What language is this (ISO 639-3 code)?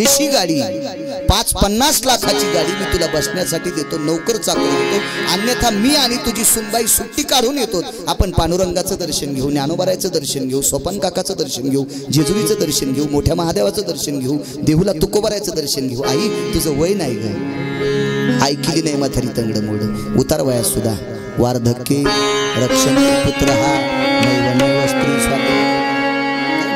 mar